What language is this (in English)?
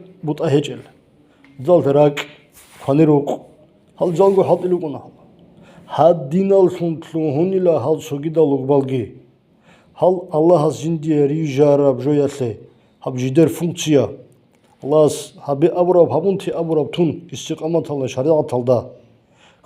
Avaric